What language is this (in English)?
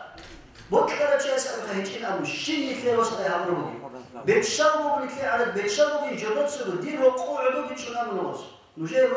Avaric